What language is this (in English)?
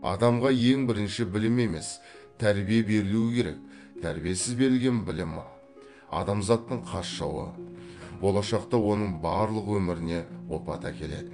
Kazakh